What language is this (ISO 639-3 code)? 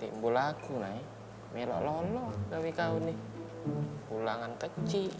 mui